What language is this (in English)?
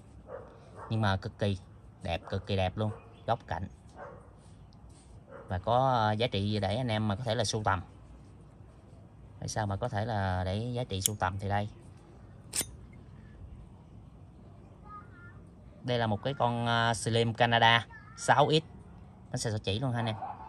Vietnamese